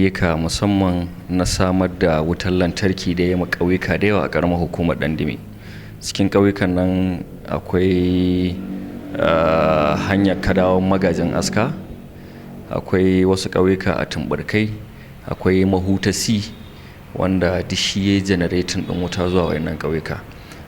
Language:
Hausa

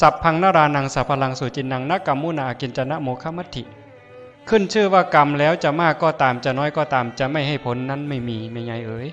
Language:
Northeastern Thai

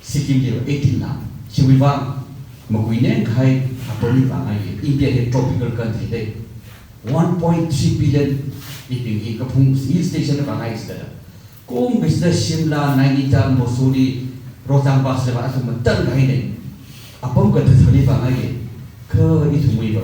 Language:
Tangkhul Naga (India)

